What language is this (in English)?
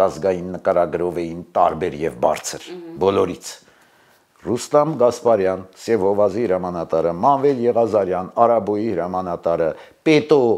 Armenian